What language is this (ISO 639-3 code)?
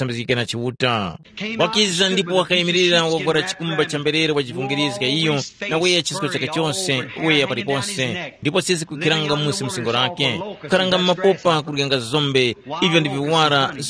tum